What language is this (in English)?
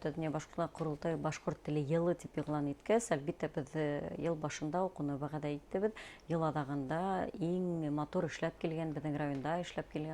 Bashkir